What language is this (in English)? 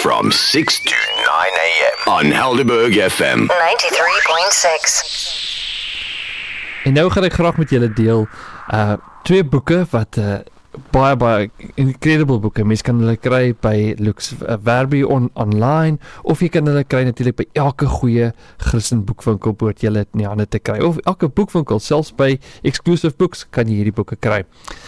Afrikaans